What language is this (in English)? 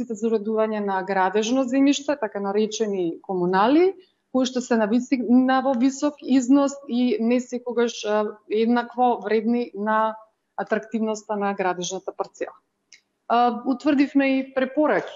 Macedonian